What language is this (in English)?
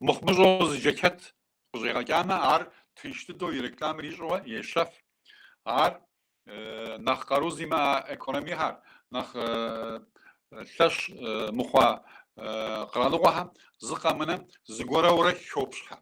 Kabardian